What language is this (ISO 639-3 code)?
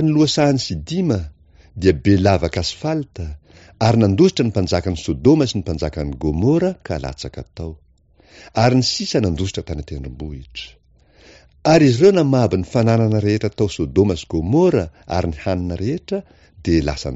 mlg